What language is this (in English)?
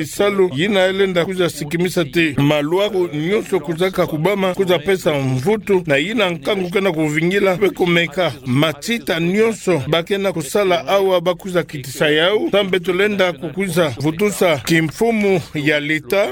Kituba (Democratic Republic of Congo)